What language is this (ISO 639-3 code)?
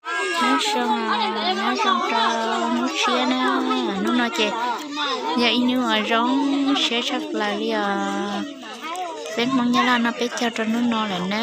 hmn